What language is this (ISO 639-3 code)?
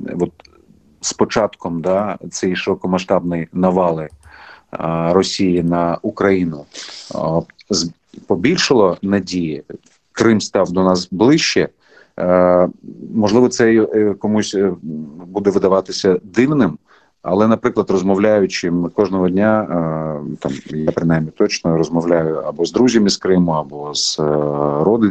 ukr